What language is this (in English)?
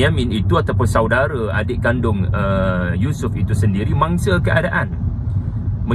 Malay